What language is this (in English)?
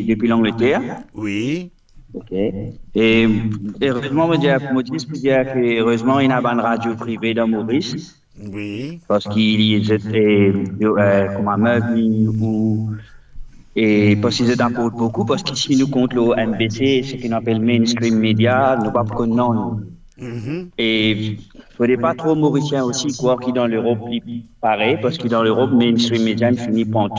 Morisyen